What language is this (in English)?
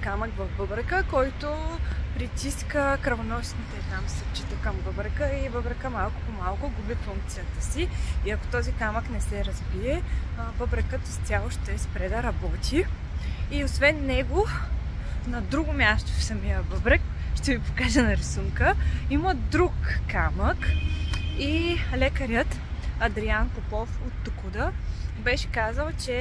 Bulgarian